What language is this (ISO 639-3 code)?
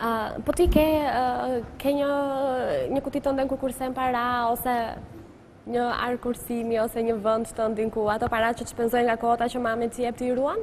sqi